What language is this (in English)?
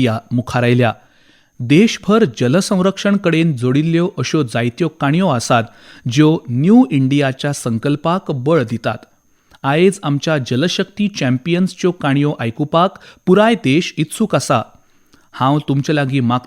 Konkani